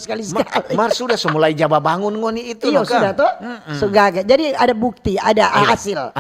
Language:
Manado Malay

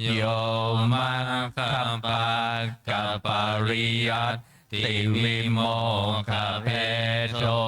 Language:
Pali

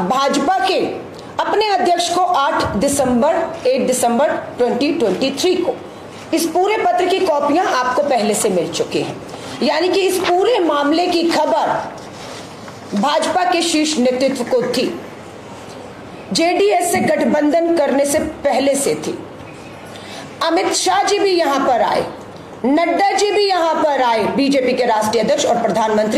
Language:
Hindi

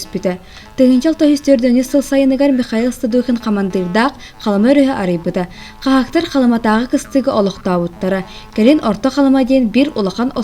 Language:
Yakut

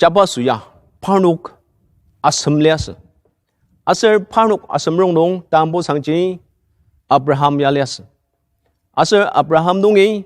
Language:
Ao Naga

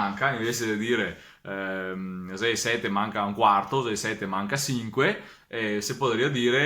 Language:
Venetian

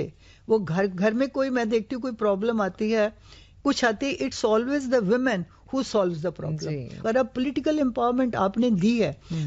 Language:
Urdu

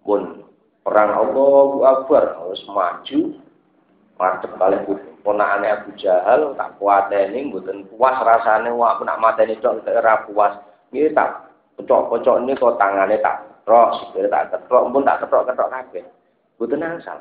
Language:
Javanese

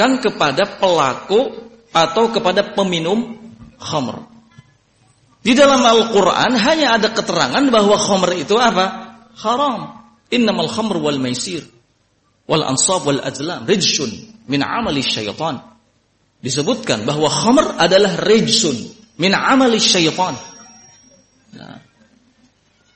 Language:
Indonesian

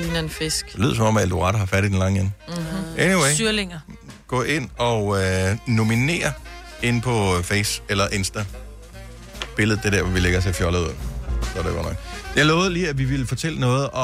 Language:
Danish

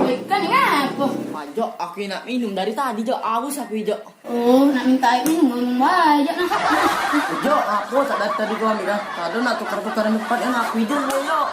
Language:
Musi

